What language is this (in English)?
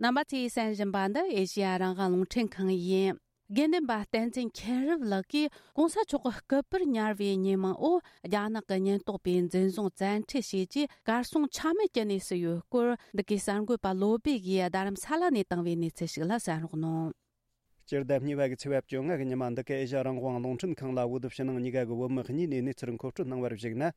Tibetan